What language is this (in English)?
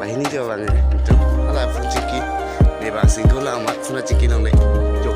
Karbi